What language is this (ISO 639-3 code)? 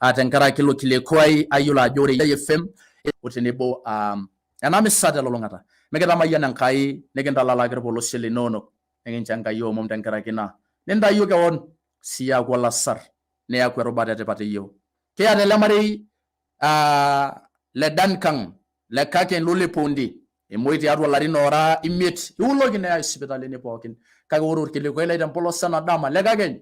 mas